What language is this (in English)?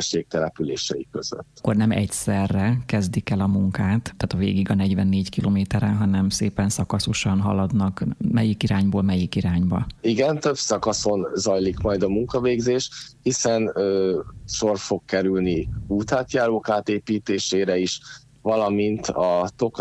Hungarian